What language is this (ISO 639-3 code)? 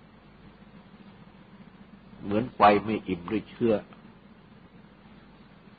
tha